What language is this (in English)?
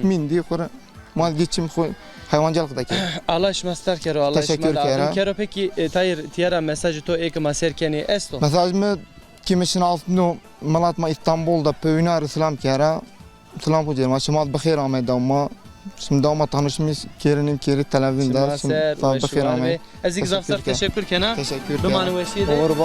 Zaza